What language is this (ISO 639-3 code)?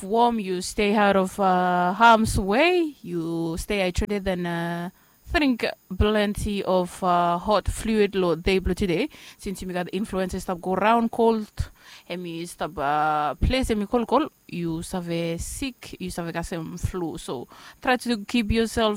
bis